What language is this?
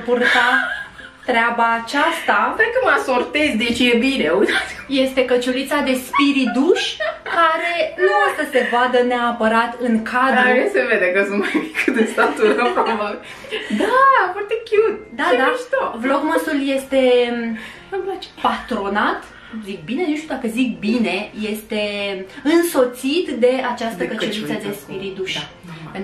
Romanian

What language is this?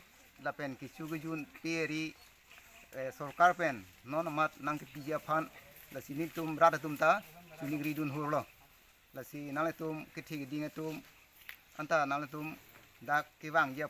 Karbi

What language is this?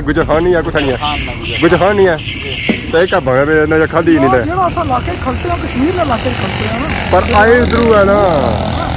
Pahari-Potwari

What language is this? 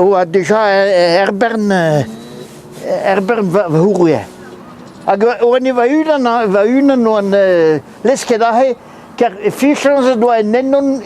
Breton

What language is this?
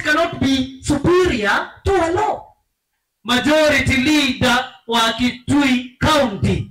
Kamba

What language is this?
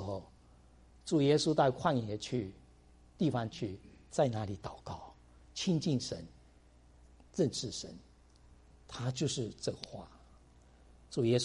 Chinese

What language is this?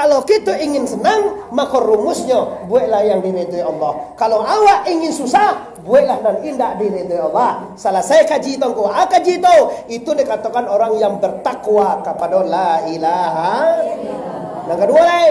Minangkabau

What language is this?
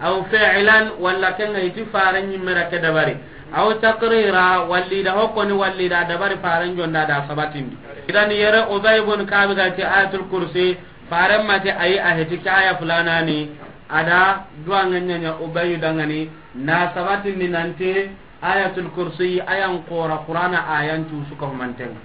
Soninke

